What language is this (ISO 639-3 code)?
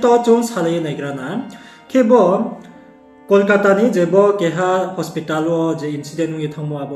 ria